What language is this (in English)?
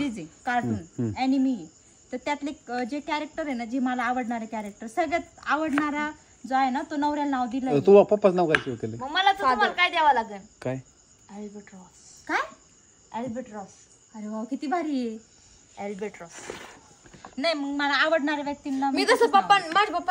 Marathi